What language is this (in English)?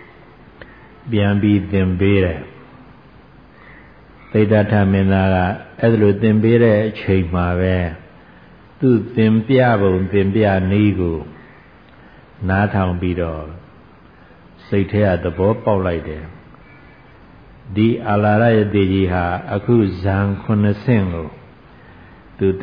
Burmese